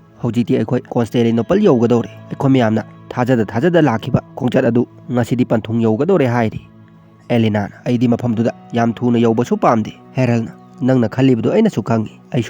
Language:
Manipuri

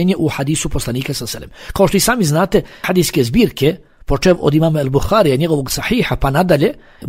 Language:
Bosnian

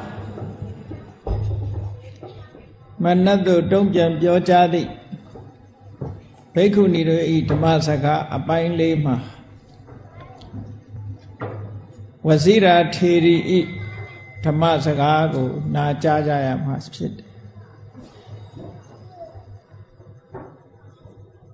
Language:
Burmese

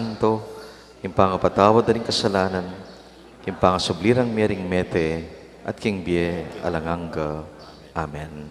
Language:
Pampanga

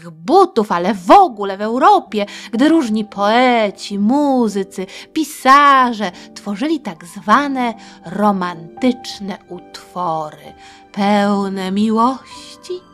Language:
Polish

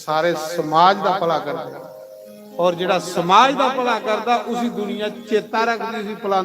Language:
Dogri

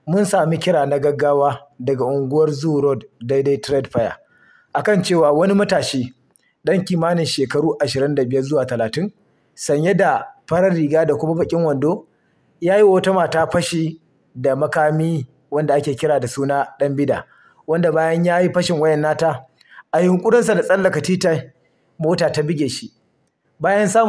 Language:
Hausa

